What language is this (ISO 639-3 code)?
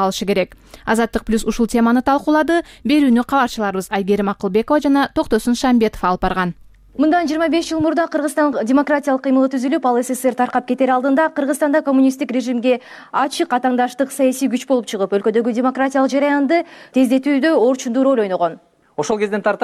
kir